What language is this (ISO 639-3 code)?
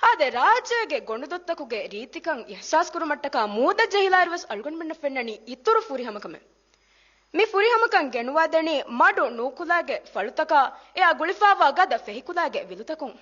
div